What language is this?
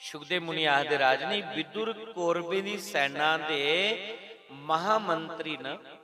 Dogri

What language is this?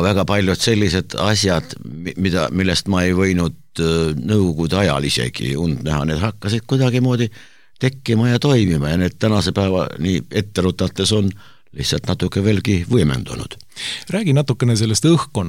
Estonian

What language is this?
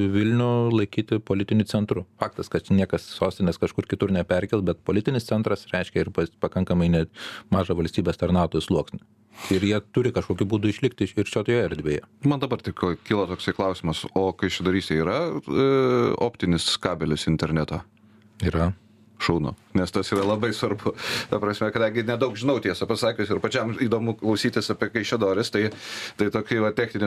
Lithuanian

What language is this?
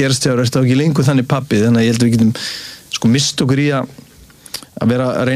Icelandic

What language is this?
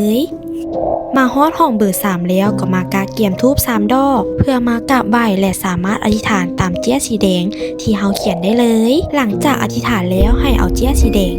Lao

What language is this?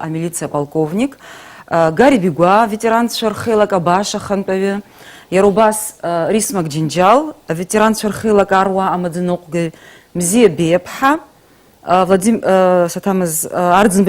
Abkhazian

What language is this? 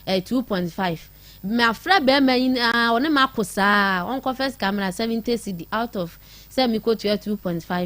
Akan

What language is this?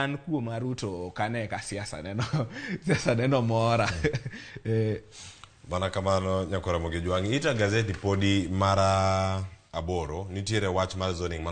Luo (Kenya and Tanzania)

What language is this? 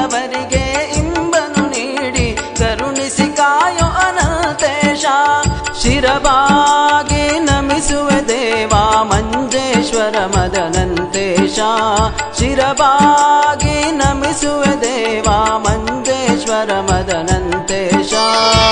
Kannada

